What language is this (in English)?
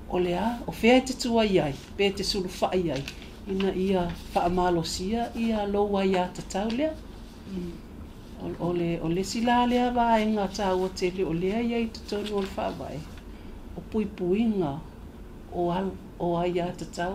Samoan